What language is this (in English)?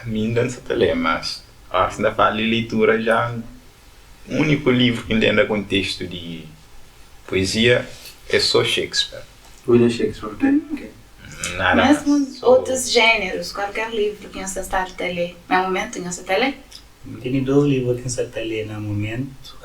Kabuverdianu